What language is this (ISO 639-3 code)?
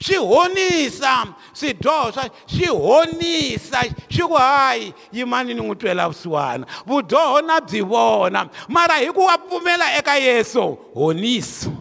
tso